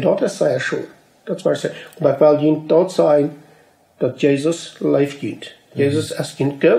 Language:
Plautdietsch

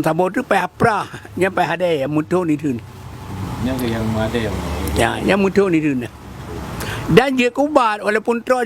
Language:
Achinese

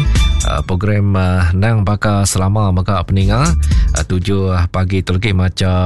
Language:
Iban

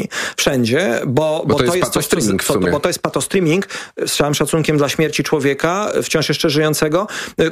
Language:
Polish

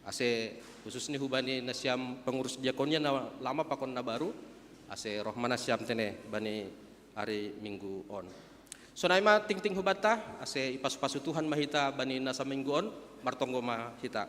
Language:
Batak Simalungun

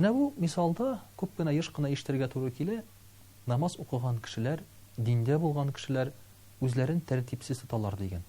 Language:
Tatar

